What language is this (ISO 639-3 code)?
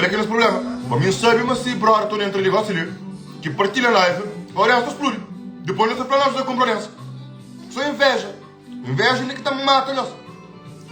kea